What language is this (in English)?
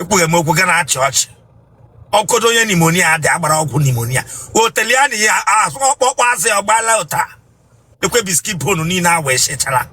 Igbo